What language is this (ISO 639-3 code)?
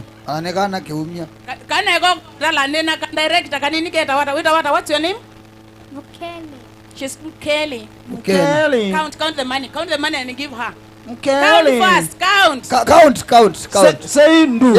kam